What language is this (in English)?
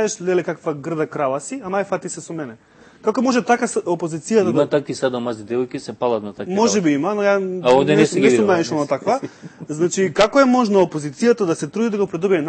Macedonian